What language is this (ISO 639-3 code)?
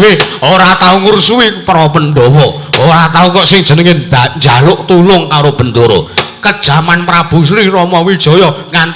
jav